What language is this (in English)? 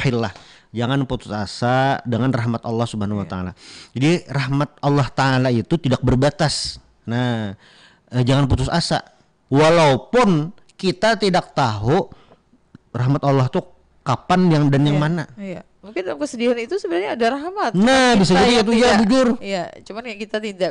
Banjar